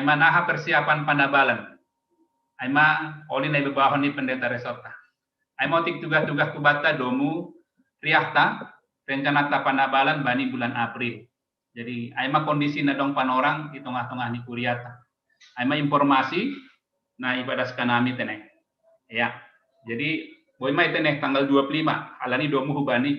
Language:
Batak Simalungun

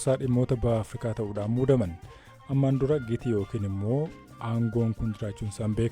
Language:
Oromo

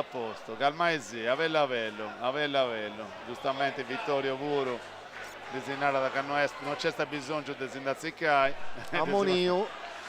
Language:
Sardinian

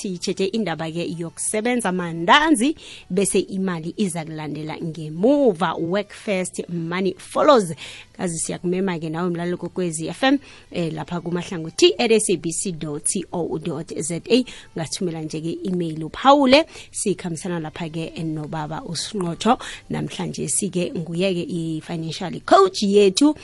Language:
South Ndebele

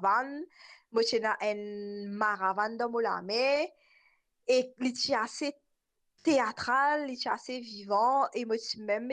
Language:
Morisyen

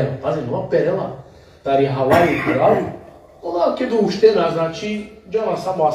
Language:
Balkan Romani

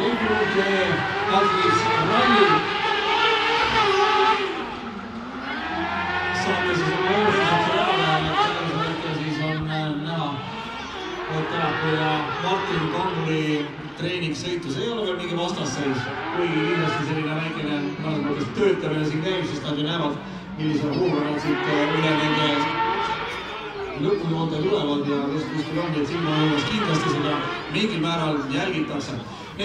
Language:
Estonian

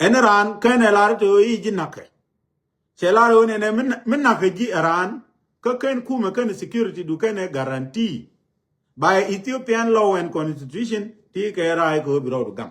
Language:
Nuer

